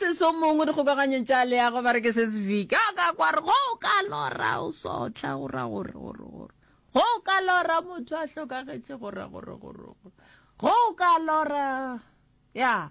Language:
Northern Sotho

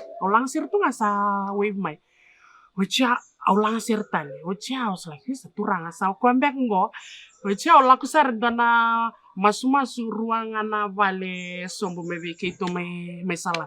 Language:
Fijian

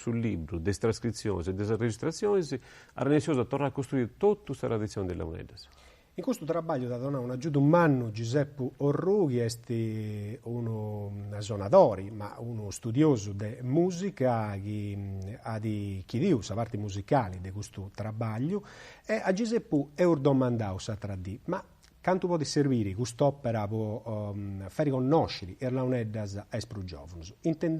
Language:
Sardinian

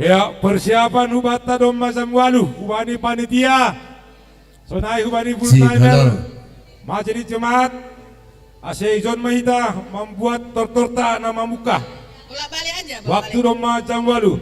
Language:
Batak Simalungun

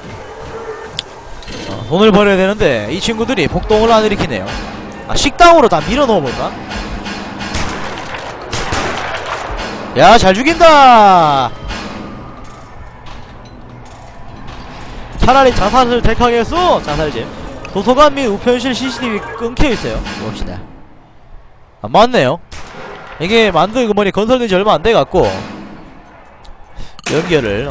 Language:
Korean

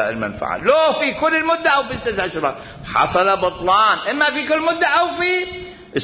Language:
Mesopotamian Arabic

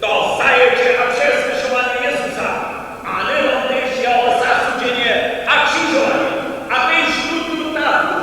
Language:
Upper Sorbian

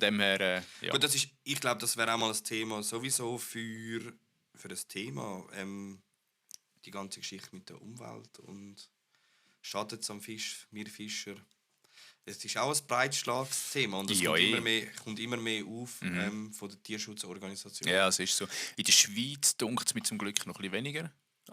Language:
Swiss German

